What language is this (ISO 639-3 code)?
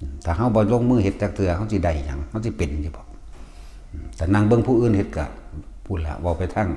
tts